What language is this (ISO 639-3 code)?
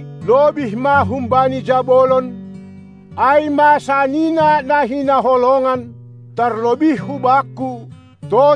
bts